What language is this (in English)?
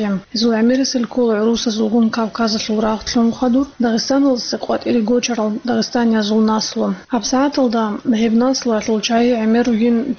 Avaric